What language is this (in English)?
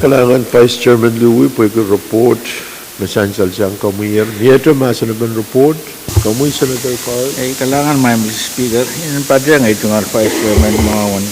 Pohnpeian